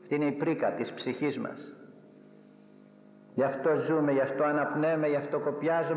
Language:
Greek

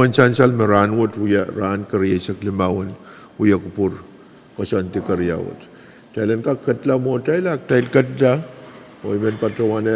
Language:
Pohnpeian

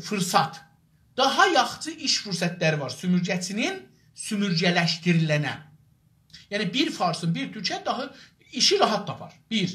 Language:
South Azerbaijani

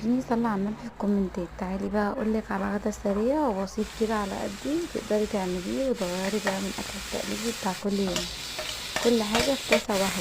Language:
Egyptian Arabic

